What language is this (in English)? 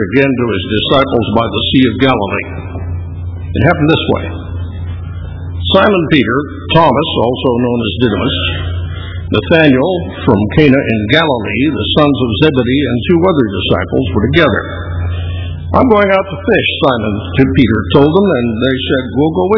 English